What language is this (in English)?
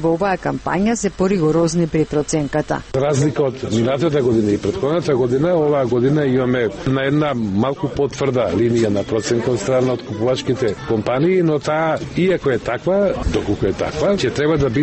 Macedonian